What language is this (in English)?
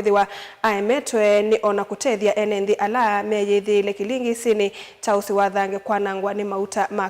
Kamba